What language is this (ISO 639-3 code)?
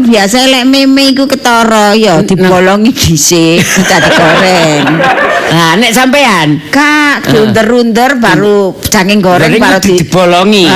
jav